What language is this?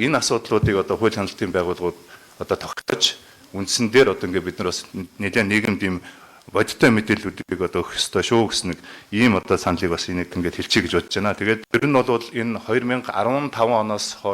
Mongolian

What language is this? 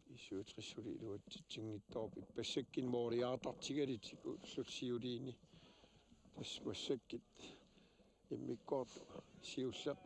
Kalaallisut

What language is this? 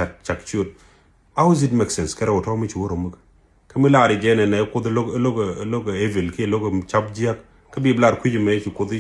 Nuer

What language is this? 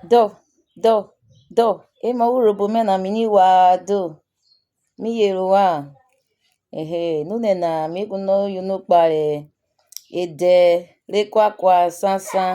Urhobo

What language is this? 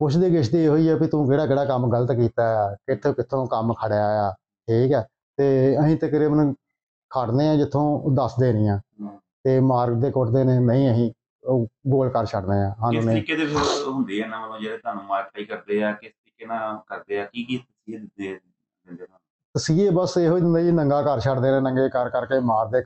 Punjabi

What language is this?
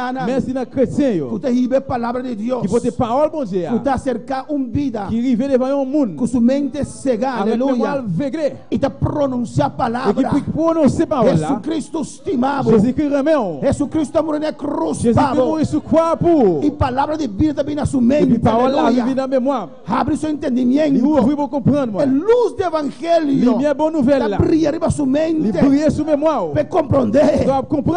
Papiamento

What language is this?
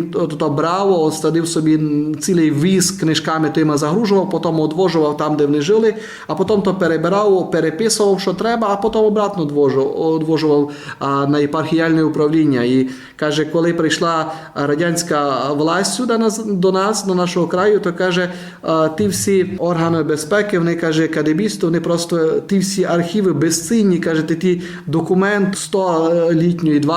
Rusyn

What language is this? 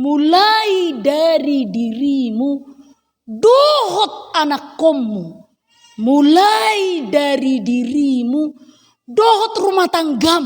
Batak Toba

